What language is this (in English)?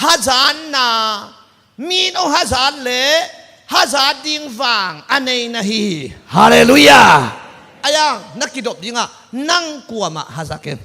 Tedim Chin